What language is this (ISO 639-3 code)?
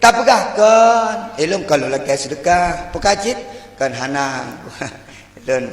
ace